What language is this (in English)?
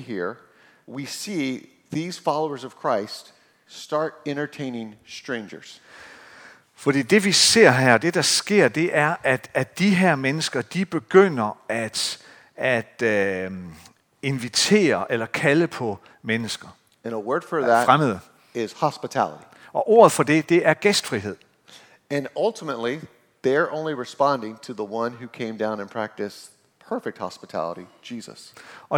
Danish